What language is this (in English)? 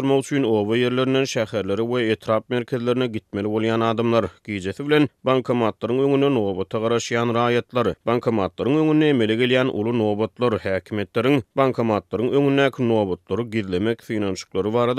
Turkmen